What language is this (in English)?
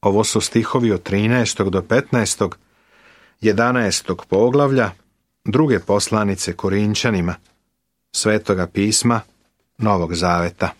Serbian